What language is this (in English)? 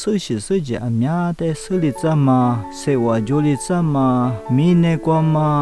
Lisu